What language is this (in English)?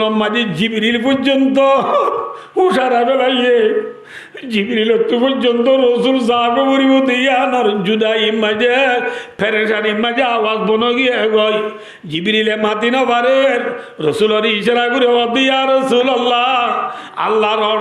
Rohingya